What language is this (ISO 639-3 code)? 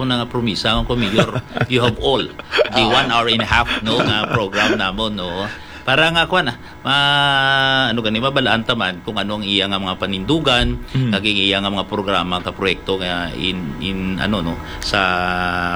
hil